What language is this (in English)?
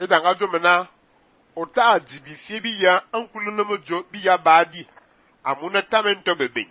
Fang